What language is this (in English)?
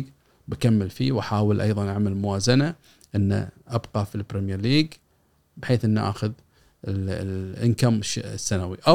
Gulf Arabic